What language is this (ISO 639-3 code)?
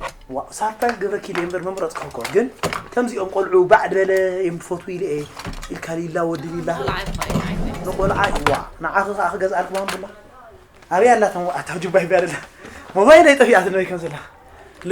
tir